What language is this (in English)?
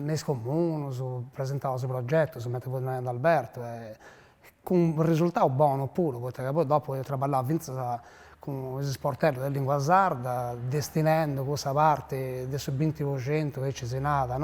Sardinian